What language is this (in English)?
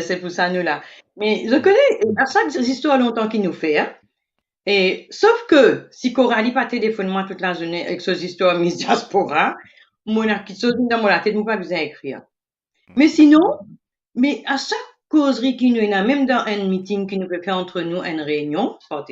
Morisyen